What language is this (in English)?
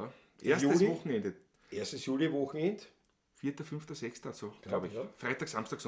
Bavarian